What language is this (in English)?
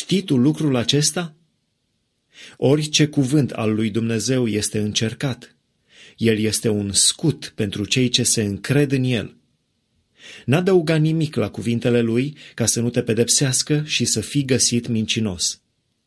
Romanian